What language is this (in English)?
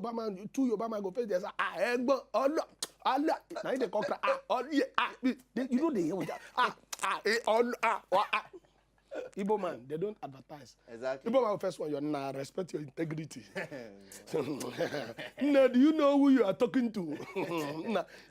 Nigerian Pidgin